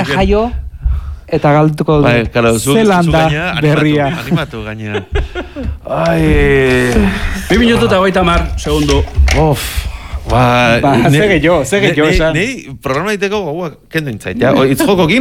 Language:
Basque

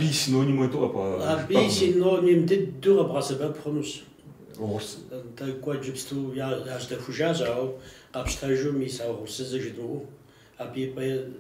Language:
Kabardian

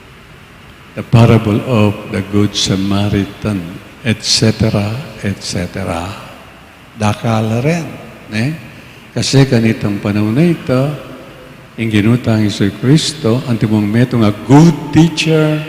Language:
Pampanga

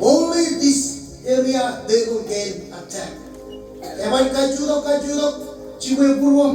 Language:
Marshallese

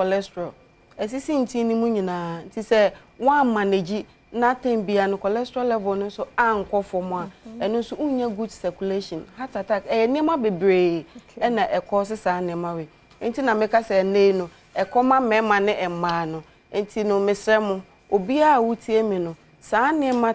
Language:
Akan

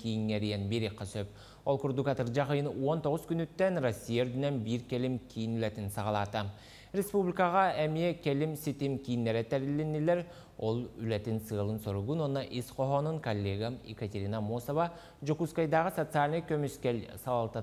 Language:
Yakut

